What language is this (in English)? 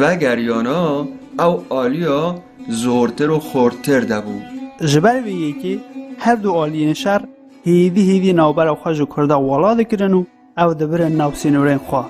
Kurdish